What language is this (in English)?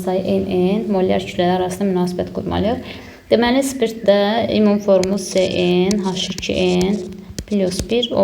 Azerbaijani